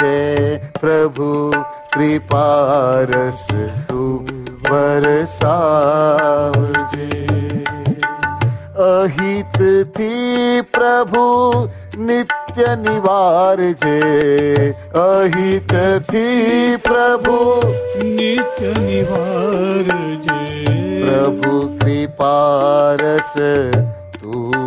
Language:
Gujarati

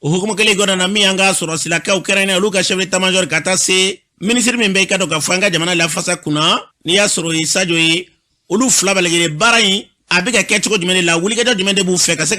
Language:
Bambara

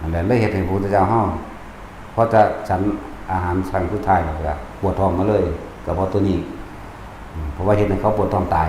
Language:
Northeastern Thai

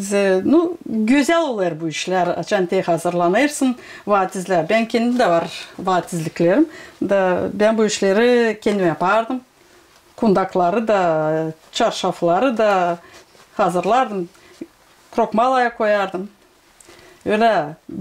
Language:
Gagauz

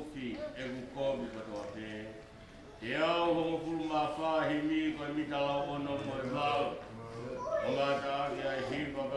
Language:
Tongan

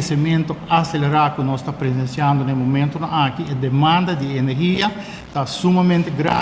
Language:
Papiamento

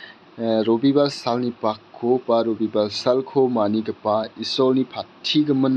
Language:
Garo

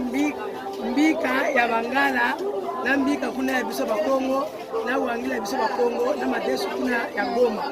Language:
Lingala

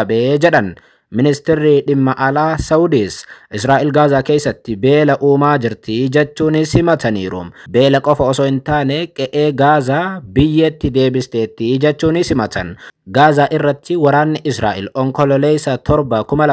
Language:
Oromo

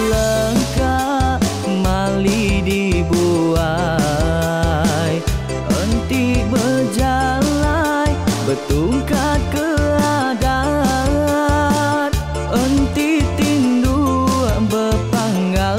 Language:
Iban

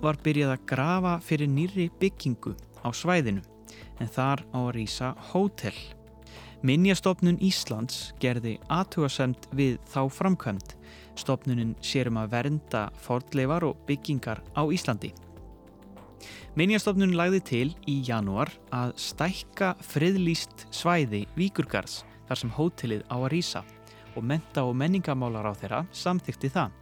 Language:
Icelandic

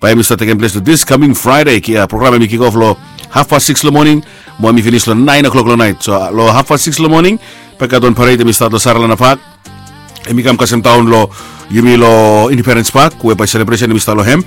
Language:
Bislama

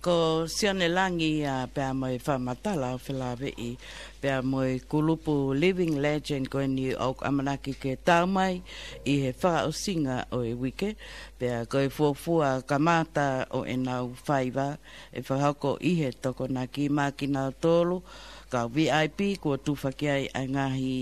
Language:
Tongan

